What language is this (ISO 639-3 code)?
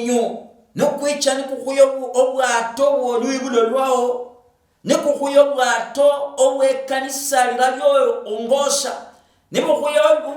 luy